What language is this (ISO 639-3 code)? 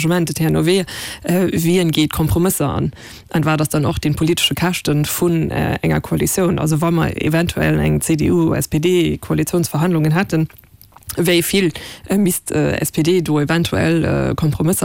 ltz